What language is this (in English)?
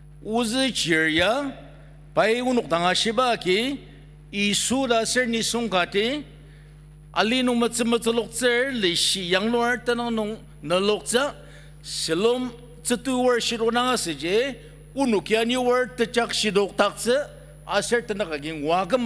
Ao Naga